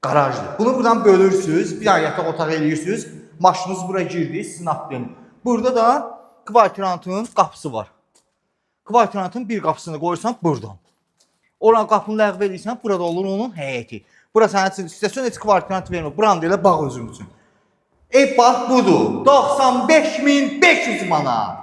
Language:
Azerbaijani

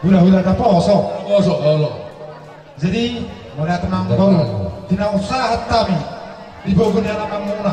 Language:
Batak Toba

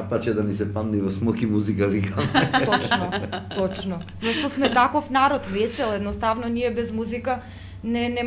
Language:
Macedonian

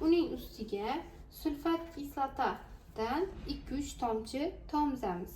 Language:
Uzbek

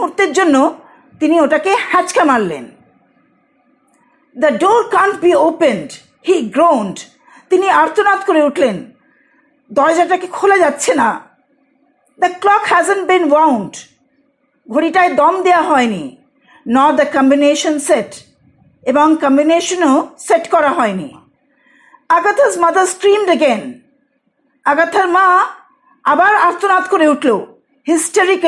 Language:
Bangla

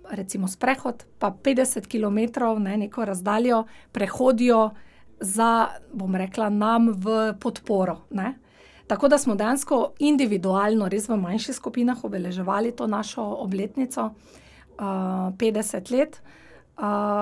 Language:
Slovenian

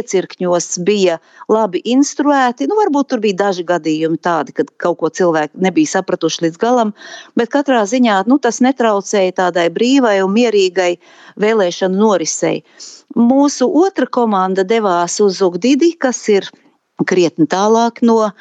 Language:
Latvian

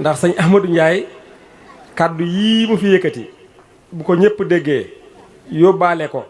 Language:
Wolof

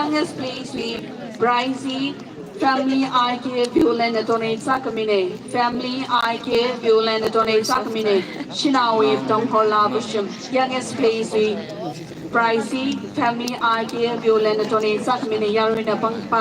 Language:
Tangkhul Naga (India)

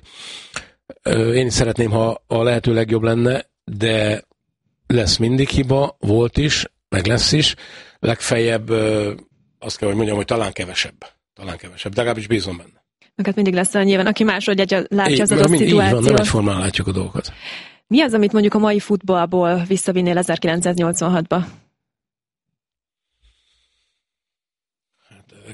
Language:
Hungarian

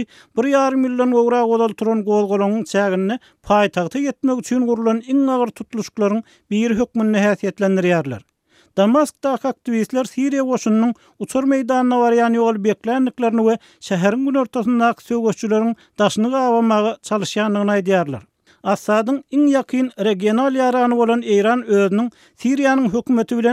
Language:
Turkmen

